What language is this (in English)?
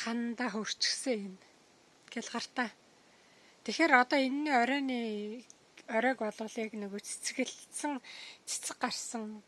Mongolian